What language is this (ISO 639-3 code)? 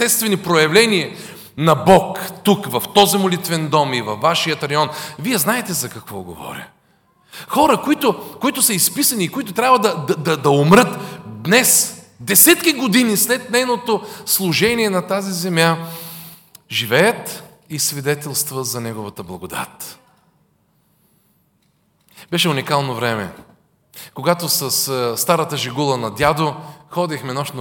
bul